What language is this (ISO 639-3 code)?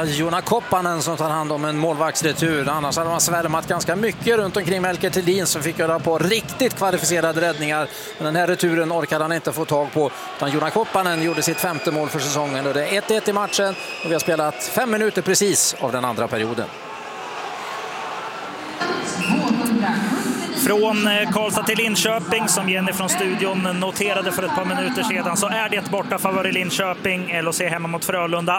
swe